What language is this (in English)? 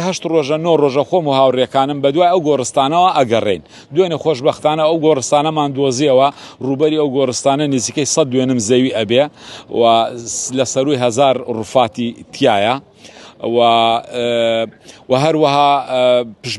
Central Kurdish